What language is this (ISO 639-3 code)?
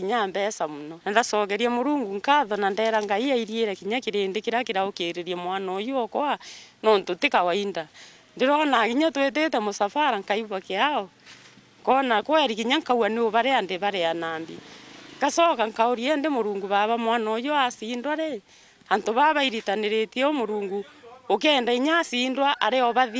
mer